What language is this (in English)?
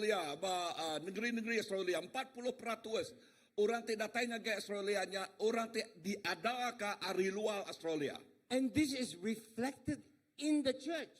Iban